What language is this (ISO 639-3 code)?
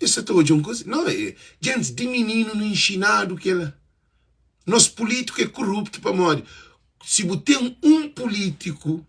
kea